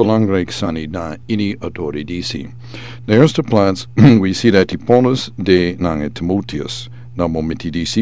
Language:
Sranan Tongo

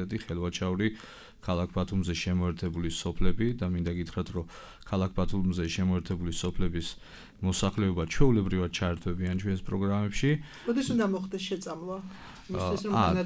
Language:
Georgian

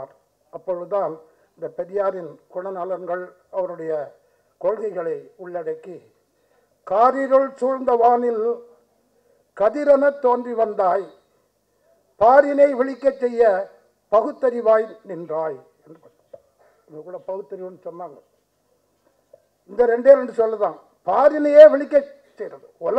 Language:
Tamil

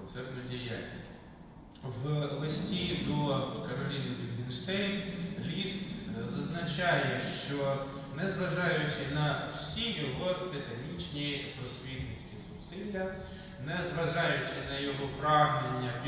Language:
Ukrainian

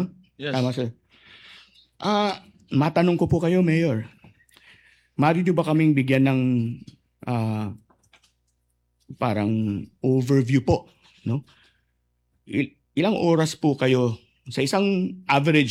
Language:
Filipino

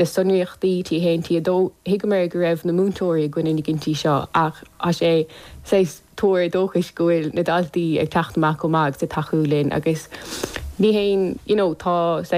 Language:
Irish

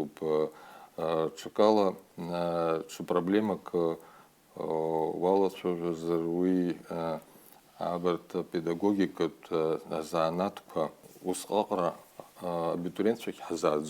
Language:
Abkhazian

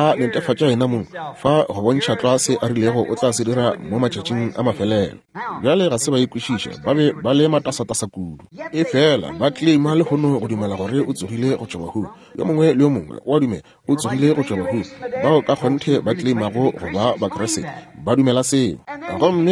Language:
Northern Sotho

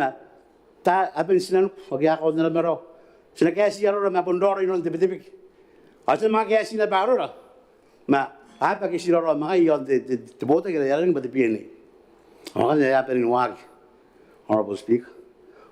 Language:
Gilbertese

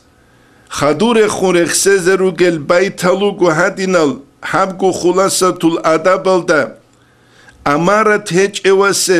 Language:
Avaric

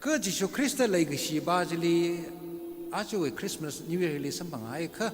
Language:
Tangkhul Naga (India)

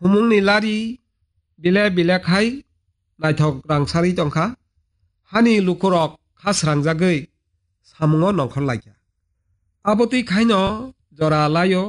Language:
Kok Borok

